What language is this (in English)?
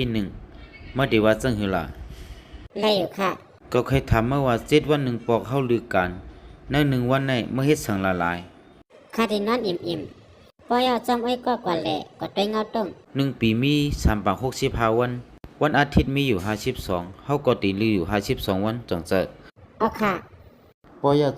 Shan